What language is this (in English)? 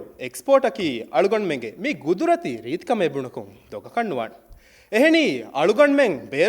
Divehi